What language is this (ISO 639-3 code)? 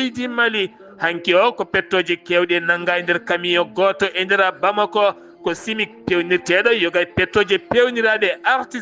ful